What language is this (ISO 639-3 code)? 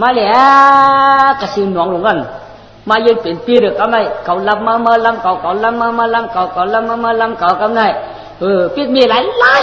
shn